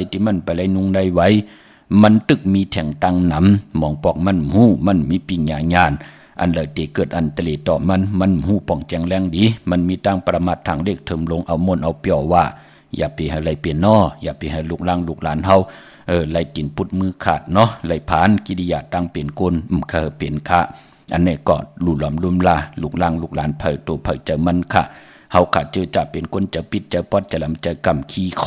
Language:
Shan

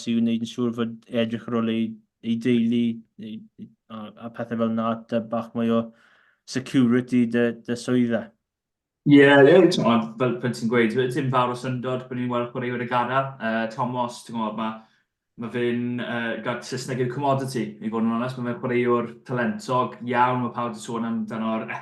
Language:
Welsh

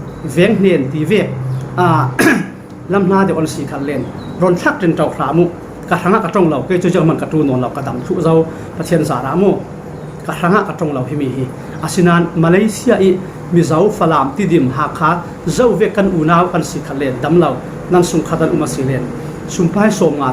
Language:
Falam Chin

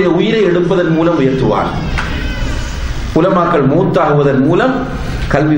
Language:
Tamil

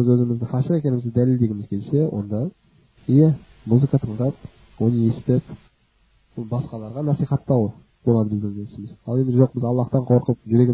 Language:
Kazakh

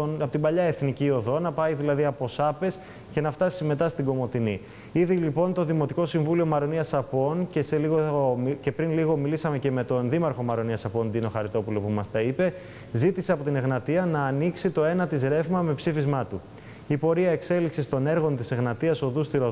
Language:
Greek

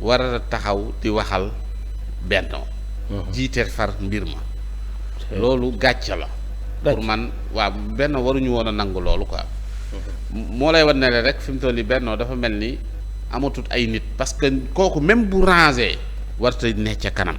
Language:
Wolof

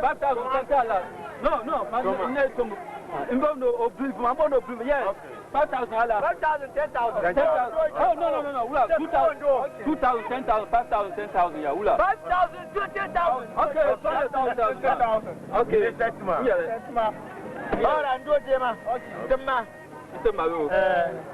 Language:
Dagbani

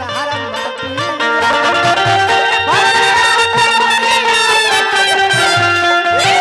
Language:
Bhojpuri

